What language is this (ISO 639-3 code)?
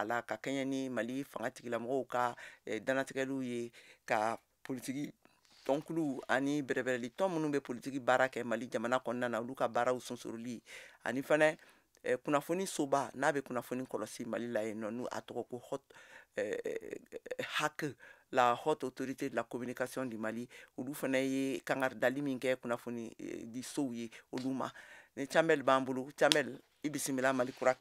bam